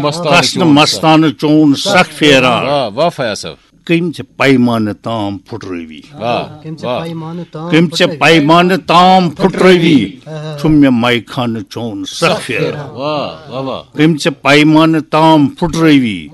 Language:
Kashmiri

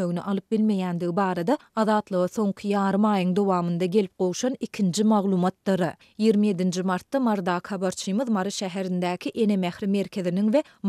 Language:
Turkmen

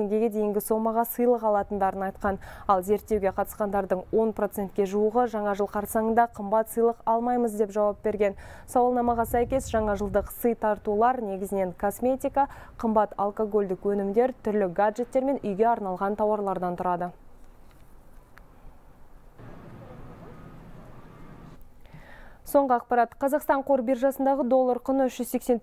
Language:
Kazakh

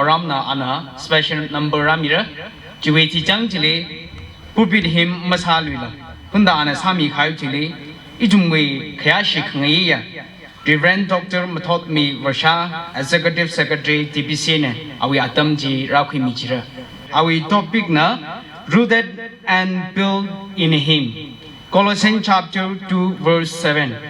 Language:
Tangkhul Naga (India)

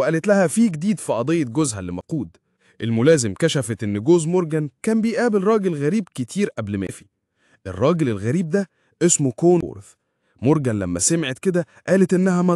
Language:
Egyptian Arabic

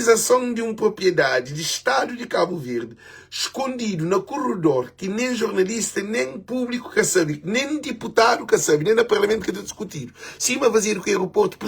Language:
Kabuverdianu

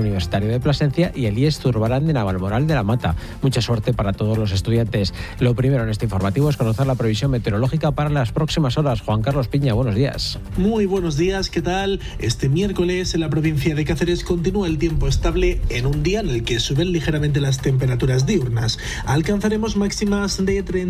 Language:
Spanish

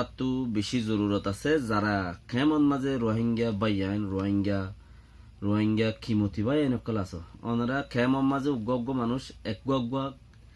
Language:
Rohingya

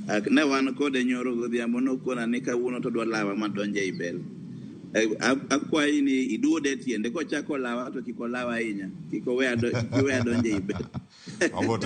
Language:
Luo (Kenya and Tanzania)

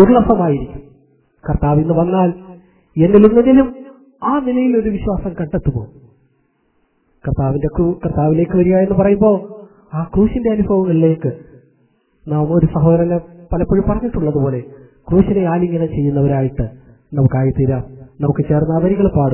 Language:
Malayalam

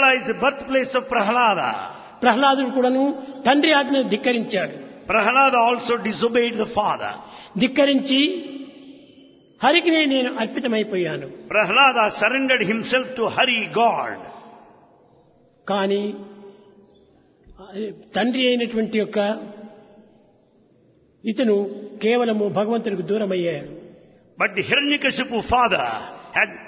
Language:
Telugu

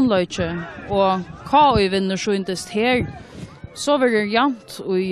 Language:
Faroese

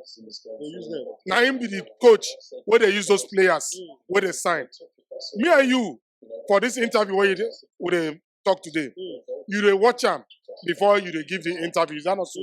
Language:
Nigerian Pidgin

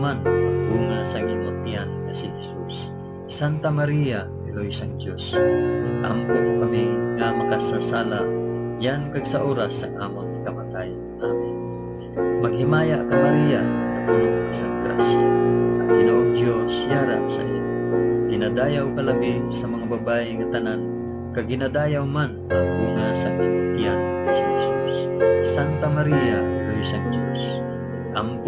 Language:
Hiligaynon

